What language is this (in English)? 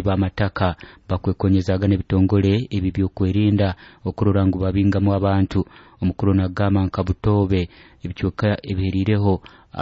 Nyoro